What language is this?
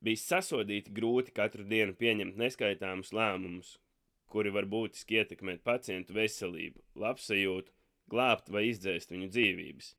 Latvian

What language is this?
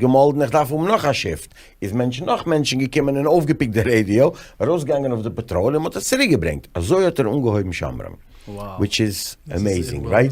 Yiddish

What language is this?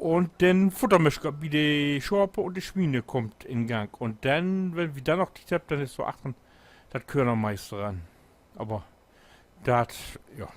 Low German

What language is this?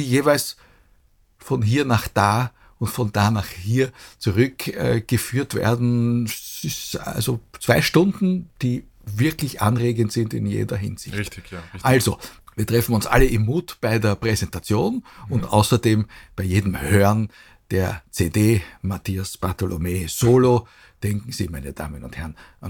German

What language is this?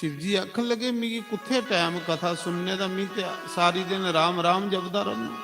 Dogri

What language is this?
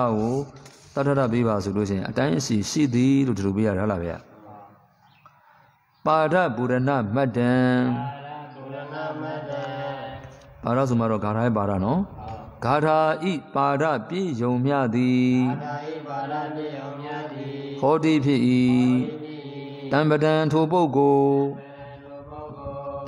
Burmese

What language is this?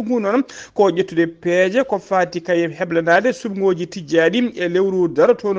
Fula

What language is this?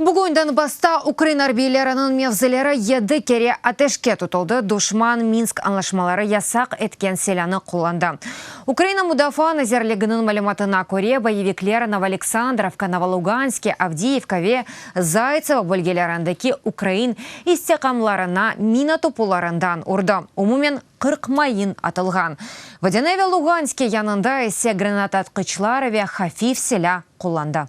Crimean Tatar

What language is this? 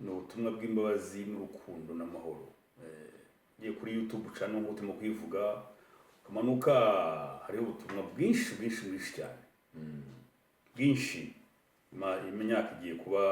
Kinyarwanda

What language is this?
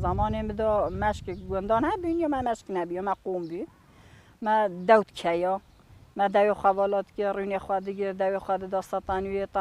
Kurdish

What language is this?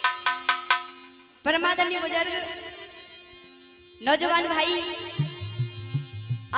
Hindi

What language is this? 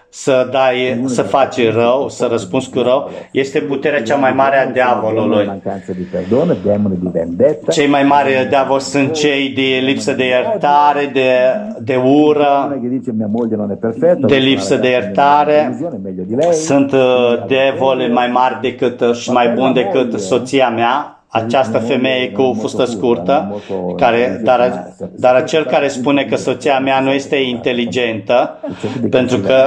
Romanian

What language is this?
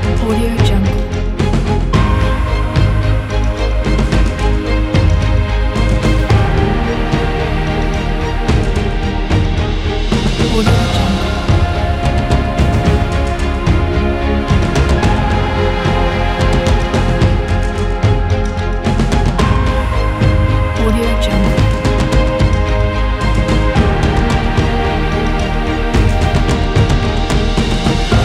Malay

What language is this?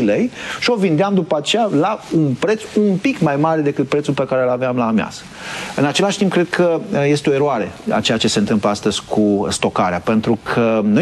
Romanian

